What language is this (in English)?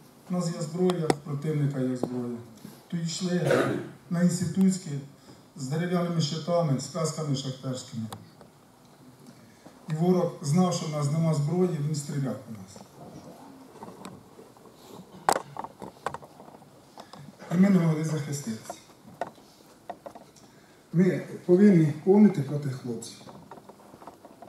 Ukrainian